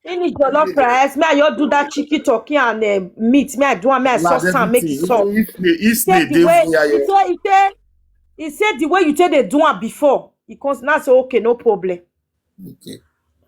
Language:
Nigerian Pidgin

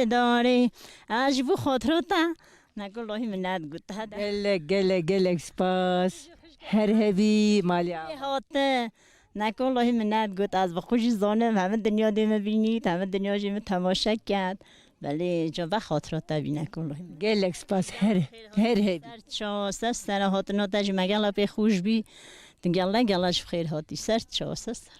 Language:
Kurdish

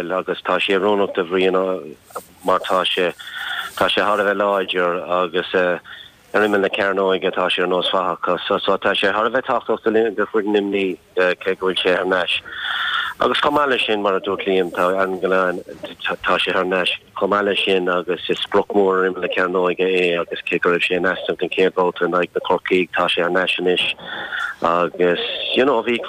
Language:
Irish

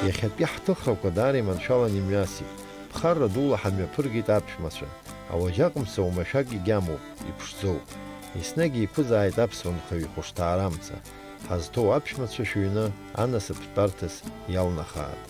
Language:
Abkhazian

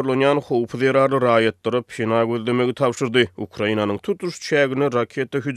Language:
Turkmen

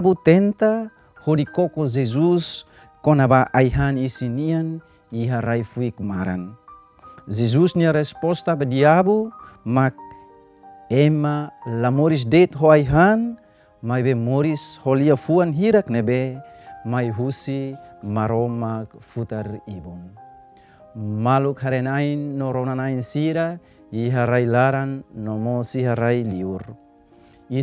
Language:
Tetum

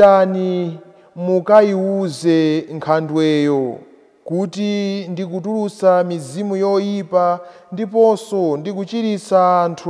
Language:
Nyanja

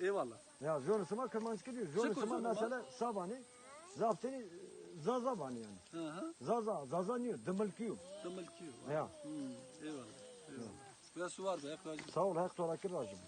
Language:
Zaza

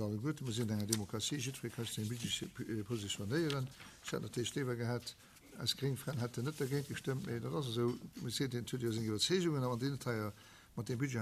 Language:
Luxembourgish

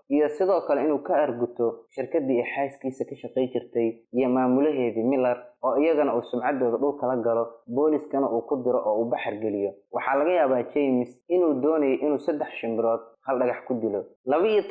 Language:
Somali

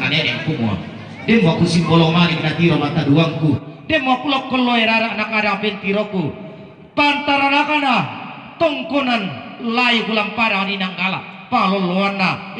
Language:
Toraja-Sa'dan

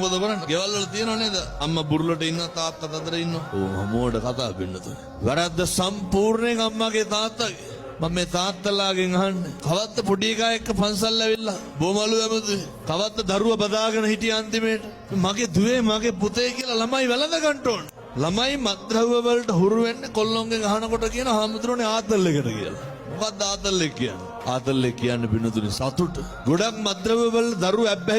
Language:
Sinhala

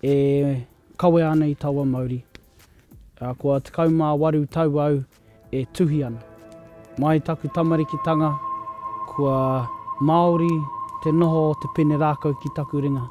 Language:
Māori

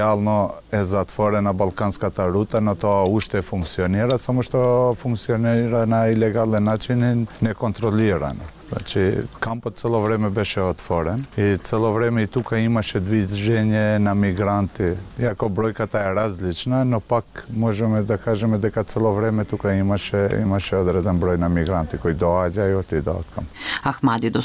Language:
Macedonian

